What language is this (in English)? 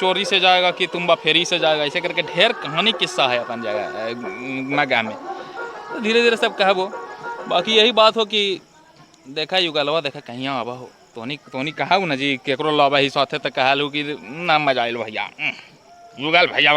Magahi